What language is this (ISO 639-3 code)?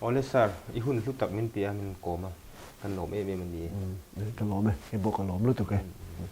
lus